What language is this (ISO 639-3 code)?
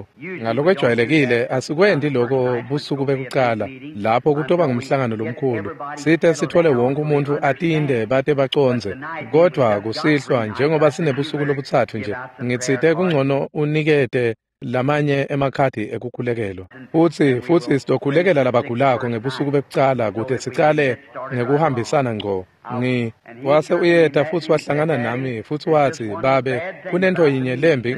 ssw